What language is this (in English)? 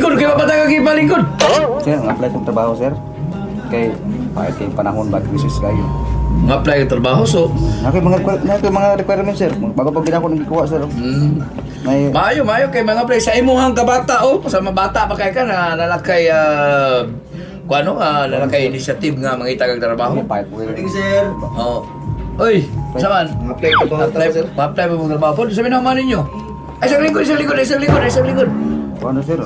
Cebuano